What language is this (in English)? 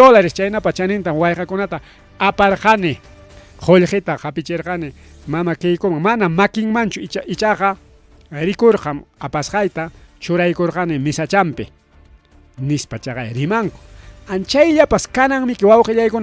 Ayacucho Quechua